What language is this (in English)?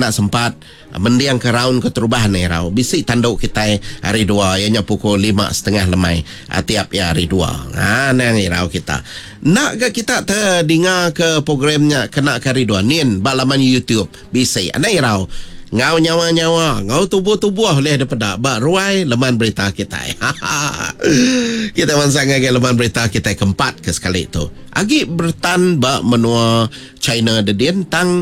Iban